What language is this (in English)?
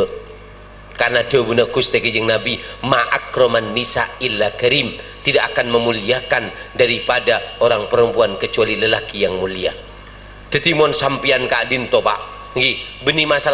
Madurese